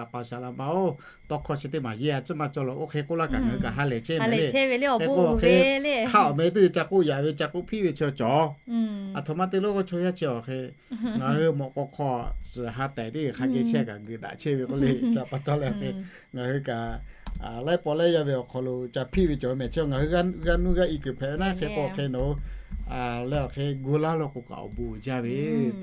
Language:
Lahu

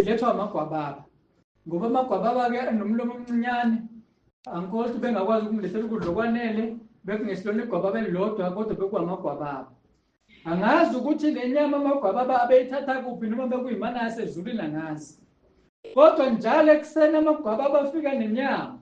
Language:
Zulu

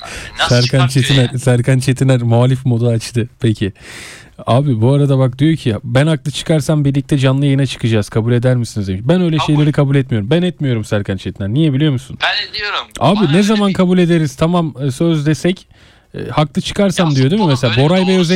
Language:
Turkish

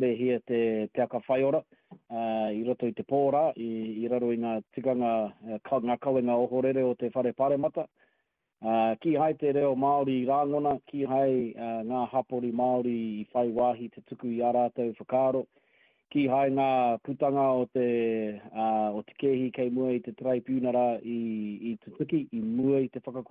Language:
Māori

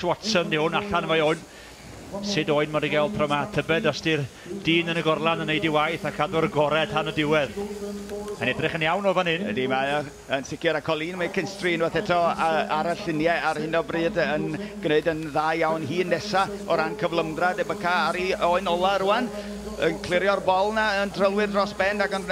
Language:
Welsh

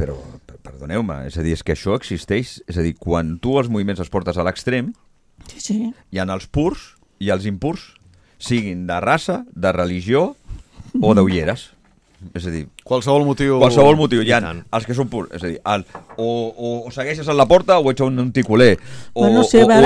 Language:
Catalan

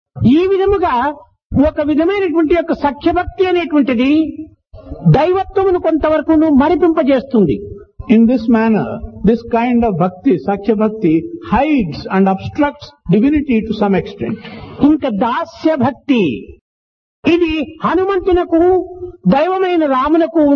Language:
Telugu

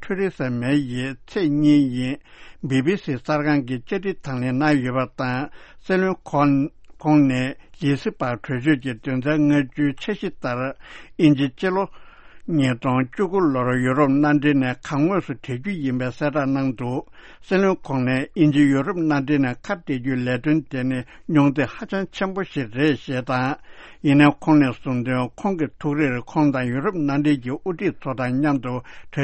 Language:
Tibetan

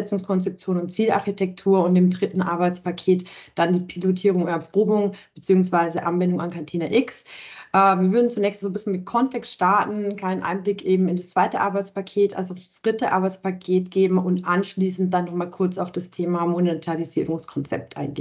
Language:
German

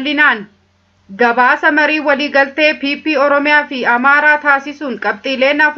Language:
Oromo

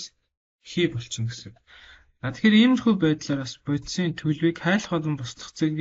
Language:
Mongolian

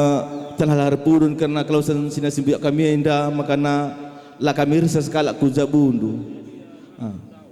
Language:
Batak Karo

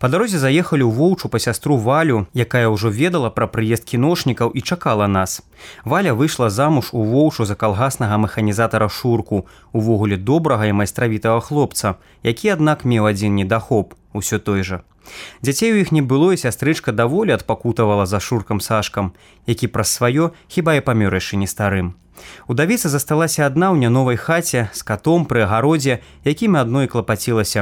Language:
Belarusian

